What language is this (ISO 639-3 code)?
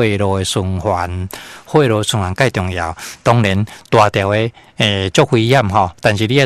nan